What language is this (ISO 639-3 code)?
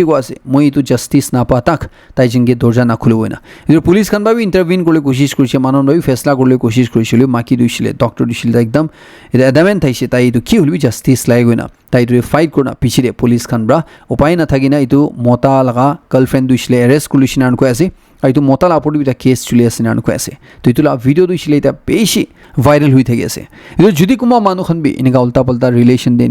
nag